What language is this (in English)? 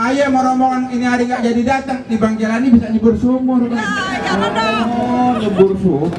Betawi